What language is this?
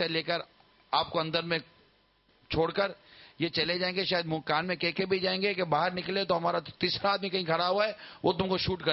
Urdu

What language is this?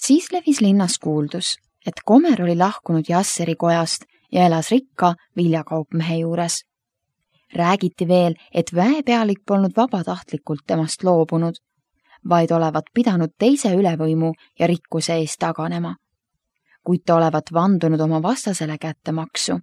Estonian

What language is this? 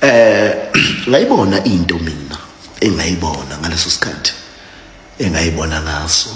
Zulu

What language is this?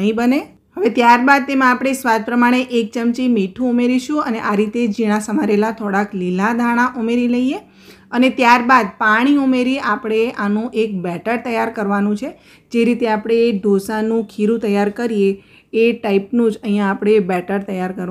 Gujarati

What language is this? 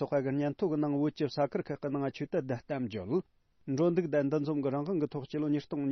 Tibetan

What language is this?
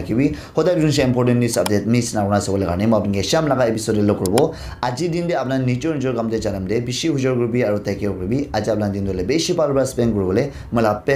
Naga Pidgin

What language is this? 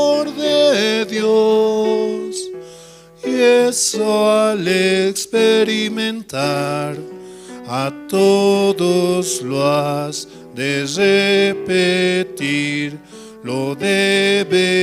South Bolivian Quechua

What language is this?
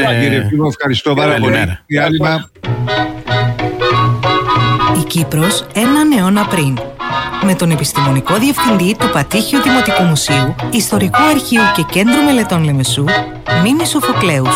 Greek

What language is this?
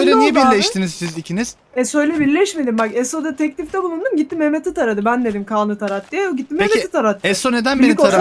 Turkish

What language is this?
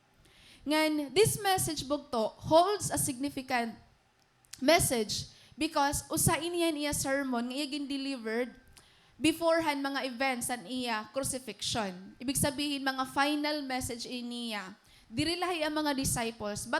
Waray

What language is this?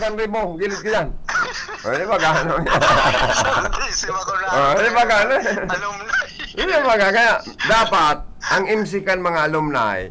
Bikol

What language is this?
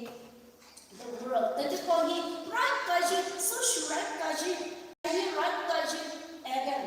Poumei Naga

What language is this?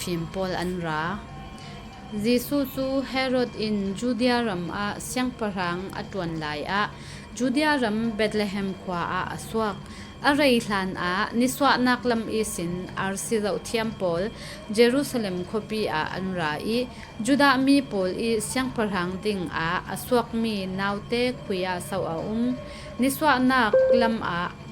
Falam Chin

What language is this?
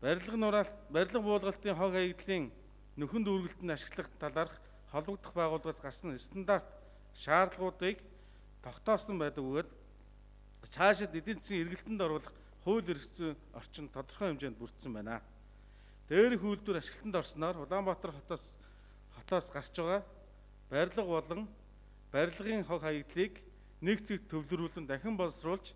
Mongolian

